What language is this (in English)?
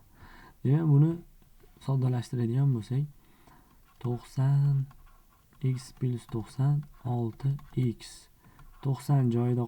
Uzbek